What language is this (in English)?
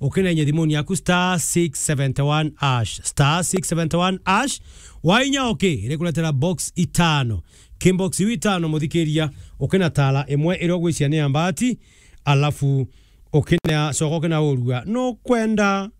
Meru